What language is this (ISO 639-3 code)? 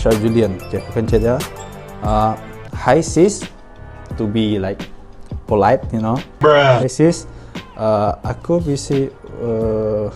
iba